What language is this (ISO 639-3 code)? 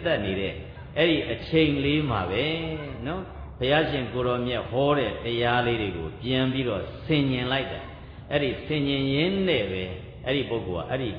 mya